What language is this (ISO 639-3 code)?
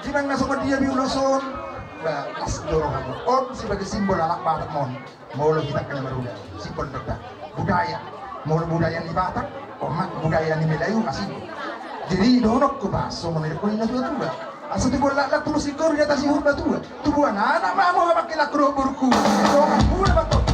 bbc